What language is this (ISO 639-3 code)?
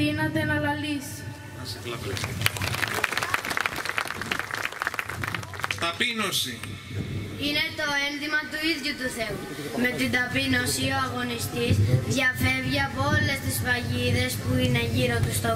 ell